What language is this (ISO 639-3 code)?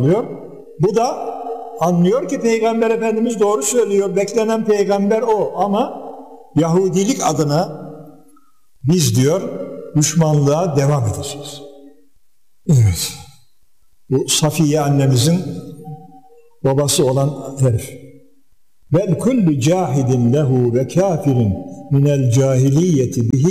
tur